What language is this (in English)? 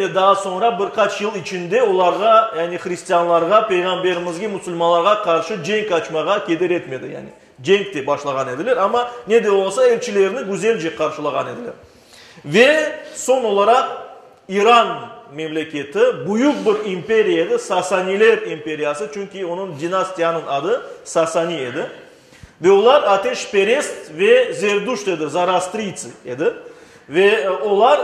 Crimean Tatar